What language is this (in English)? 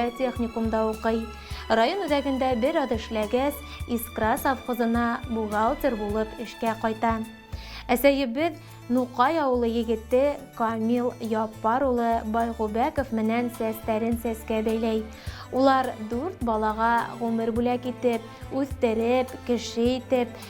Bashkir